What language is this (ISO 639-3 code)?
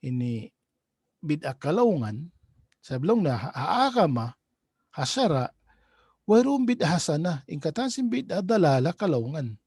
tsg